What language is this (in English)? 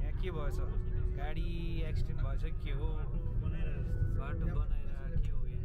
Nepali